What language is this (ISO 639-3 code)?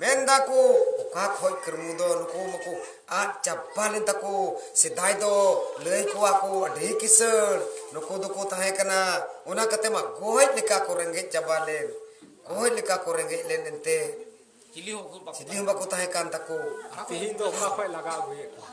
sat